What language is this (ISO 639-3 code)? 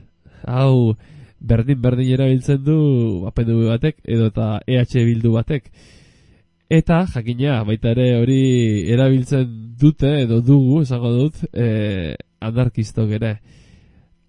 eus